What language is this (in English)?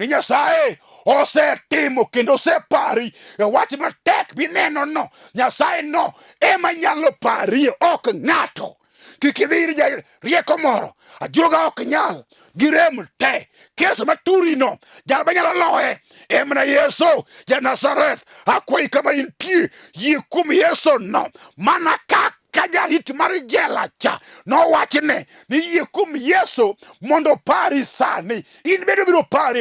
Luo (Kenya and Tanzania)